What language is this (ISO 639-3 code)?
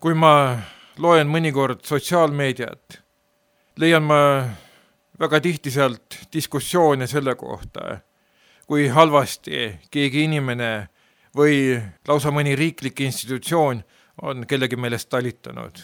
est